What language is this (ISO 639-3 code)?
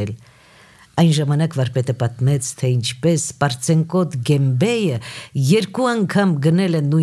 hye